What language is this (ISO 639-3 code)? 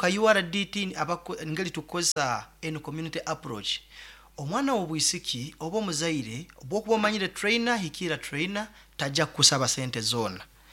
nyn